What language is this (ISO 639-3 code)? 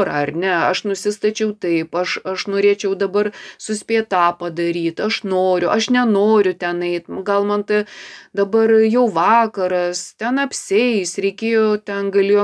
lit